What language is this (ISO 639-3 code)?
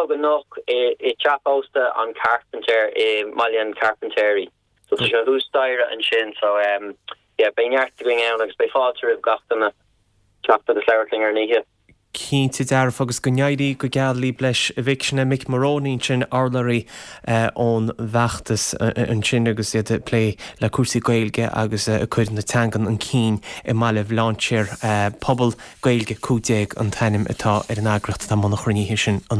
gle